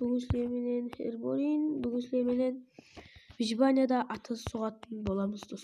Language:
Kara-Kalpak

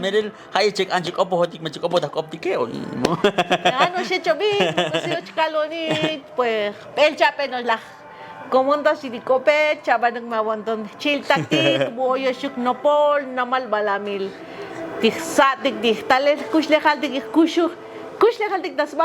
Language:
Tzotzil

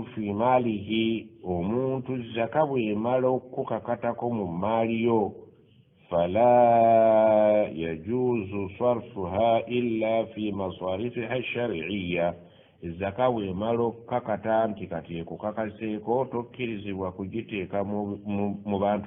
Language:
Ganda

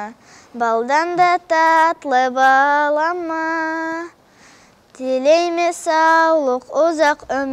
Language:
Karachay-Balkar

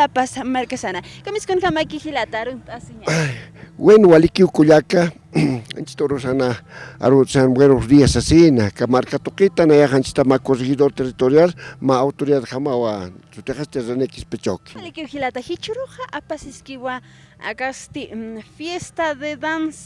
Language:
Aymara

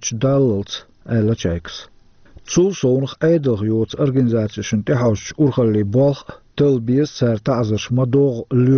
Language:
Chechen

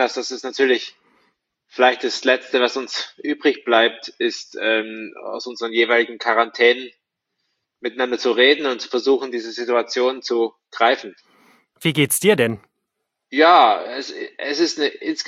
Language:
German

